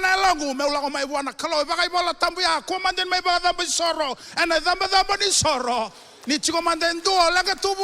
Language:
Fijian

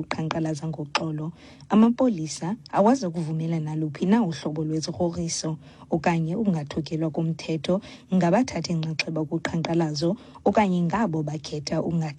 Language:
Xhosa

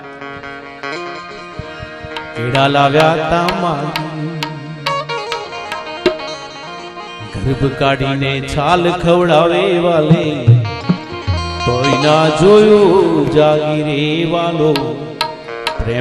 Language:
Gujarati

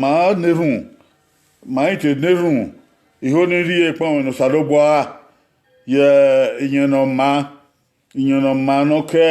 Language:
Bini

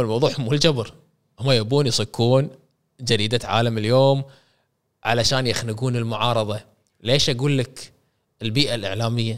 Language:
Gulf Arabic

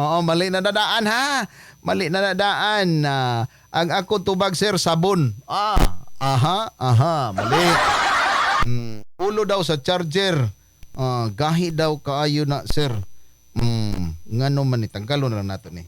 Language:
Cebuano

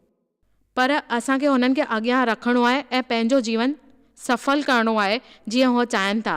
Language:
Sindhi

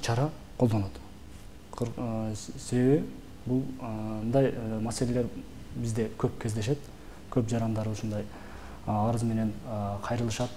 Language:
Kyrgyz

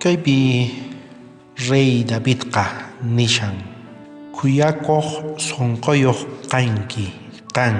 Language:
South Bolivian Quechua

